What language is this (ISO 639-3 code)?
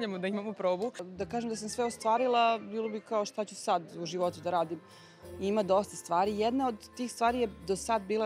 srp